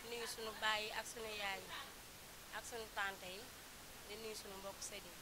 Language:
Wolof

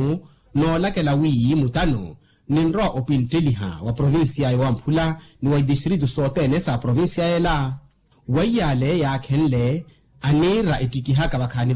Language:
Makhuwa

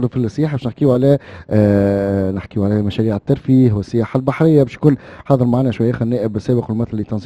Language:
Tunisian Arabic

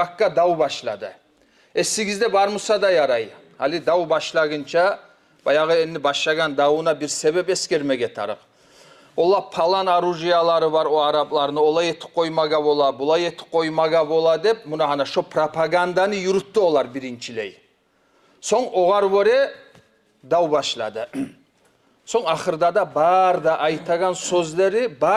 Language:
Kumyk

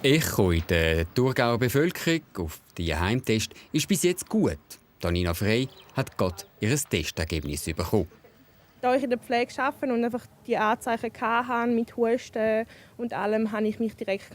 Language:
Swiss German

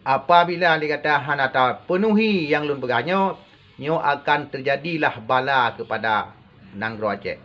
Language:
Achinese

